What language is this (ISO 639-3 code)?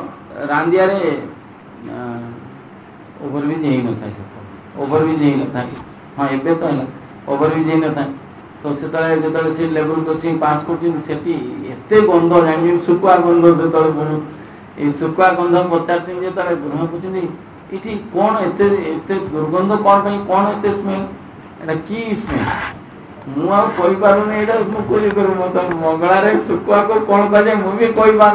ori